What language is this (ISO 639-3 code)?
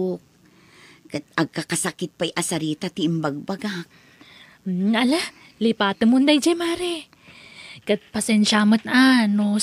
ilo